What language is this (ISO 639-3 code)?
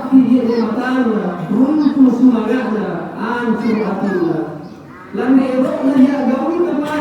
mak